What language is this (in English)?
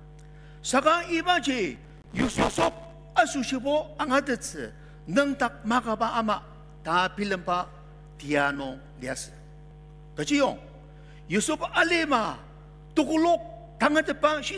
Ao Naga